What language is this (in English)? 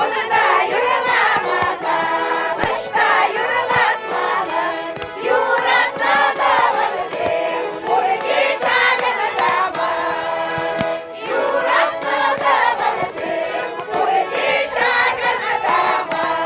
Chuvash